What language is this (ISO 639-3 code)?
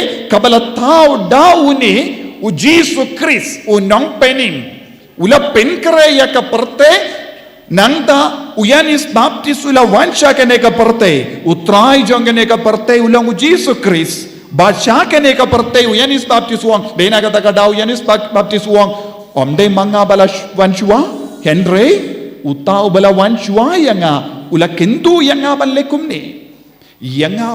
kha